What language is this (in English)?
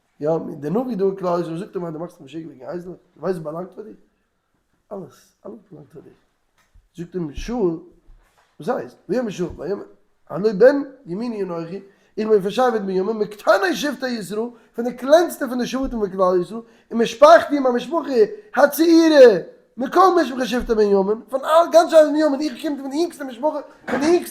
Yiddish